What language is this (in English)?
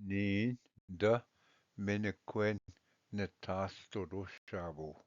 Ojibwa